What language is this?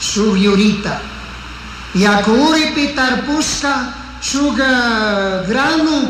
Chimborazo Highland Quichua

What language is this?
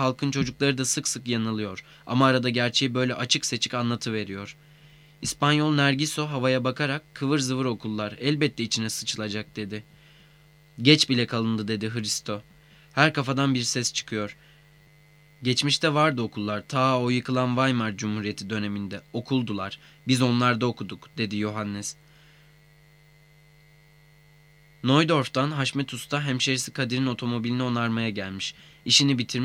Turkish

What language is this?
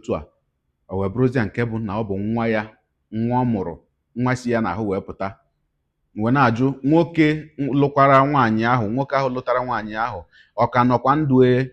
Igbo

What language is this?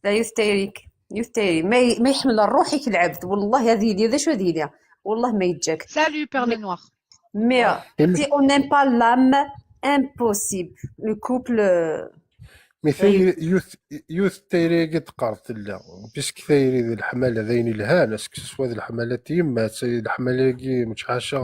Kabyle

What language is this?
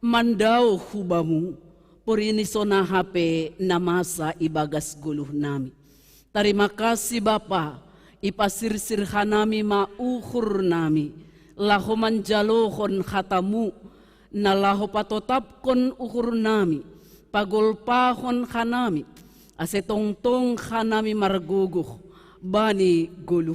Batak Simalungun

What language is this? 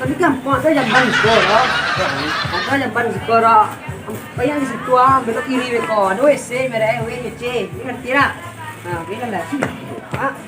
Minangkabau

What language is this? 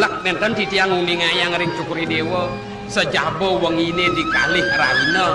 Balinese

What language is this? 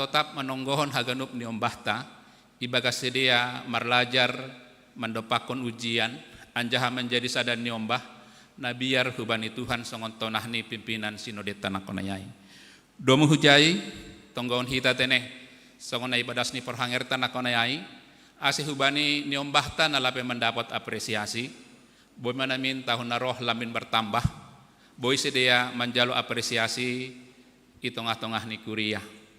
Batak Simalungun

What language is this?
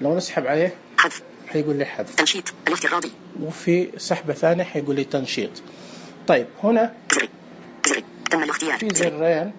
Najdi Arabic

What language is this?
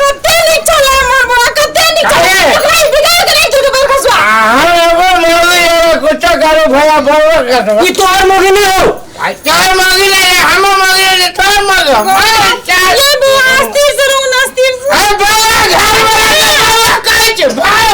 Maithili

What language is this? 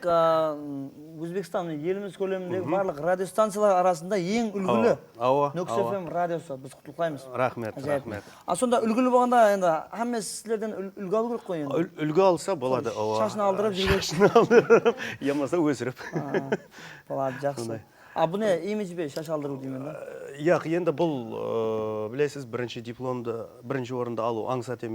Kara-Kalpak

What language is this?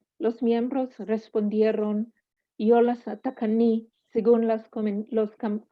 Ladino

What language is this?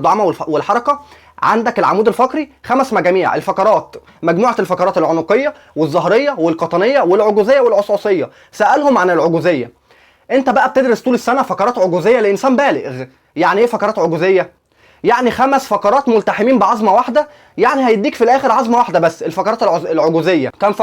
Egyptian Arabic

